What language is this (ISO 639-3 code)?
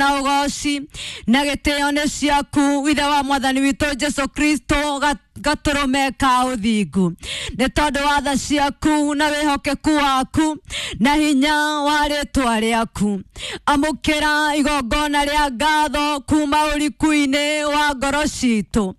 kik